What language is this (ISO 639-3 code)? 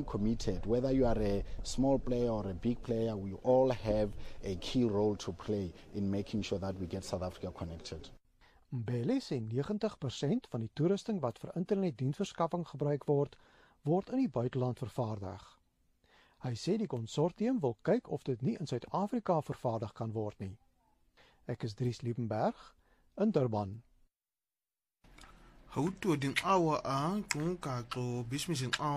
afr